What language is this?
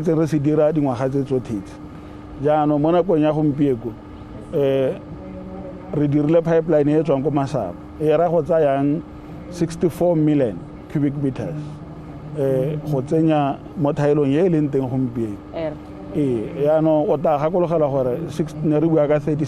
Tswana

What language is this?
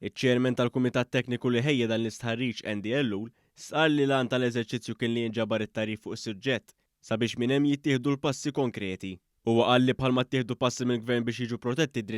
Maltese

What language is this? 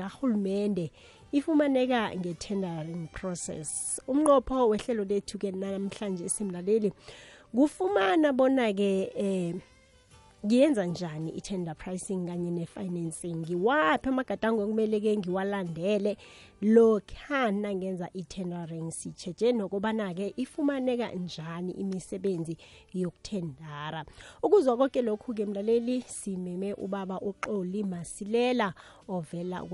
South Ndebele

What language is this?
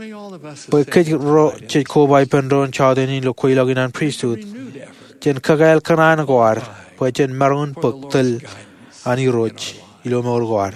Marshallese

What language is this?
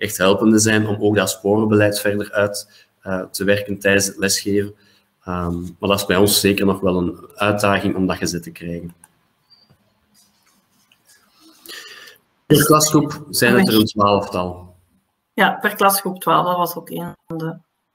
Dutch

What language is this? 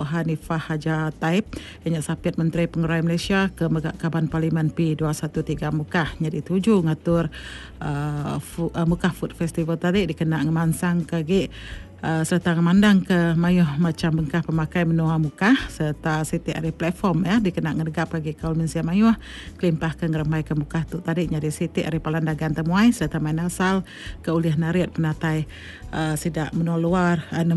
Iban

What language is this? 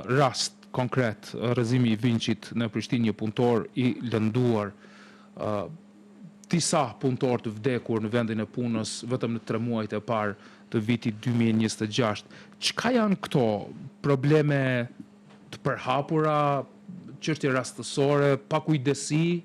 Albanian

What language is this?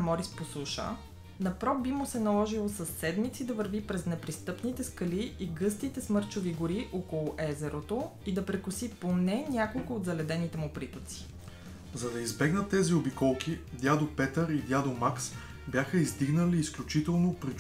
Bulgarian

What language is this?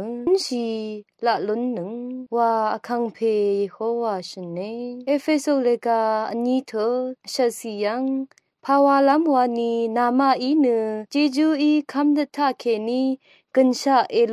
Rawang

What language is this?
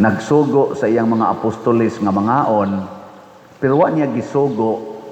Cebuano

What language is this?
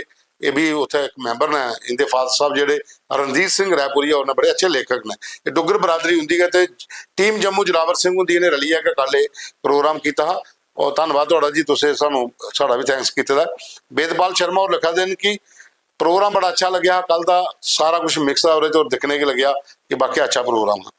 Dogri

